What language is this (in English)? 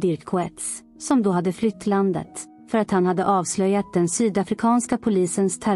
Swedish